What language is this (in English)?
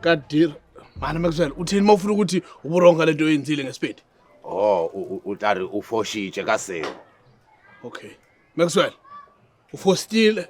Zulu